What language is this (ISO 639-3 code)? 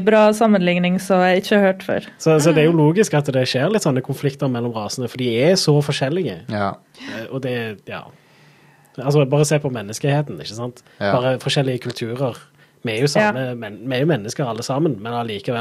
nor